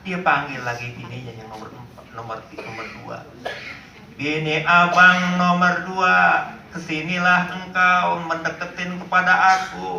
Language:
Betawi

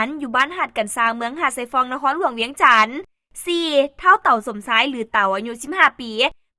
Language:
Lao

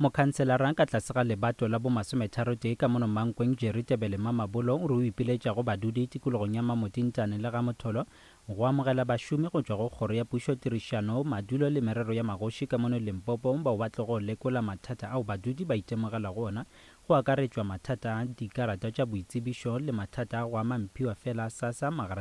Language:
Northern Sotho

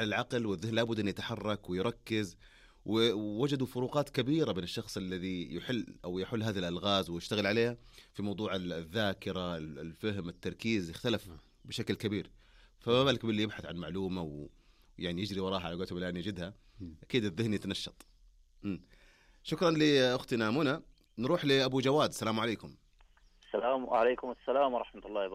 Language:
Arabic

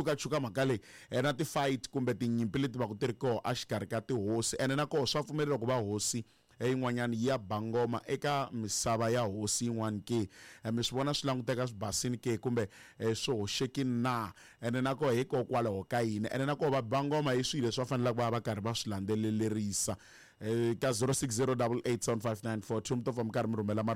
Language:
Tsonga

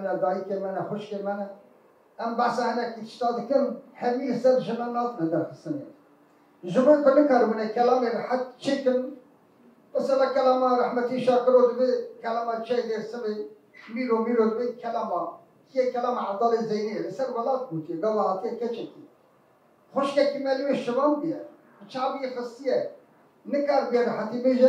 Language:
Kurdish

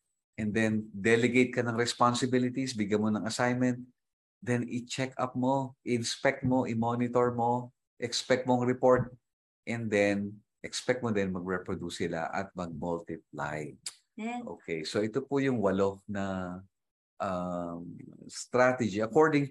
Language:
Filipino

